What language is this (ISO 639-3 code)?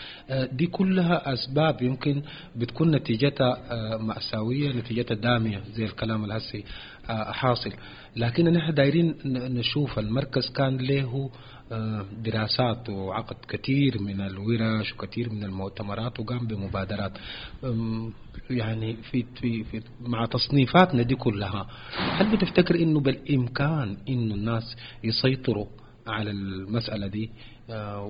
apd